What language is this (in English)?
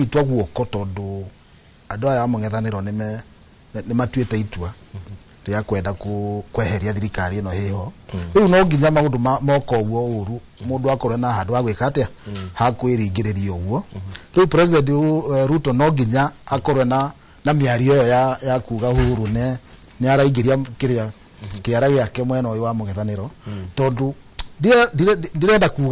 Kikuyu